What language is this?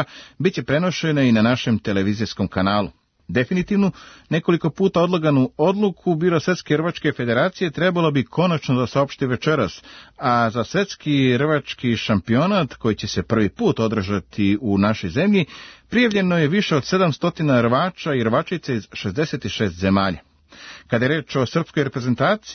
Serbian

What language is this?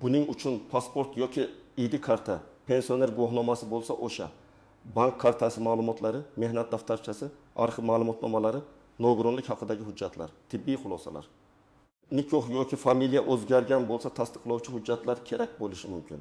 Uzbek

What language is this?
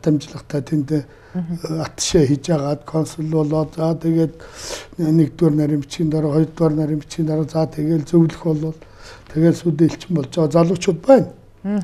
Mongolian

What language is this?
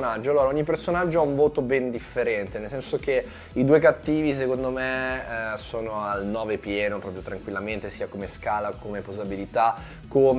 Italian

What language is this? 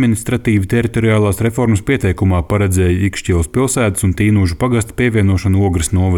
Latvian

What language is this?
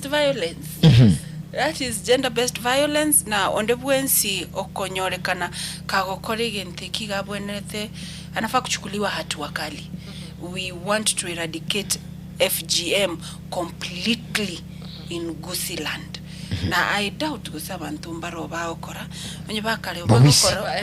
Gusii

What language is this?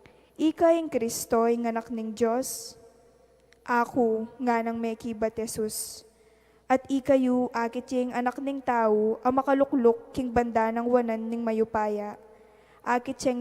Pampanga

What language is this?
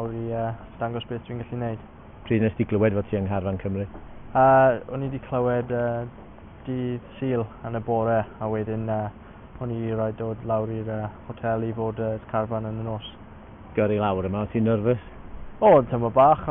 Welsh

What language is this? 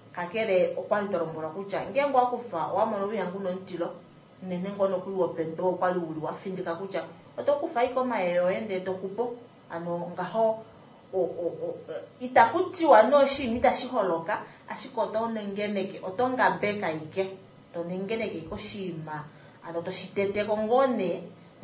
Kuanyama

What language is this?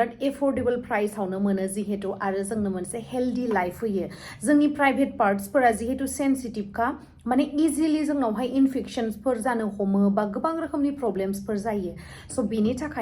Bodo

